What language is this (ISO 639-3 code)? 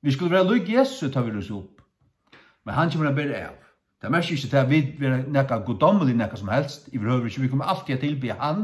fao